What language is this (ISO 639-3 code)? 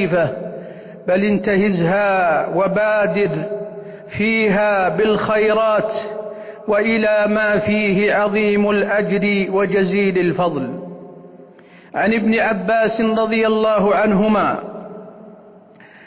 ara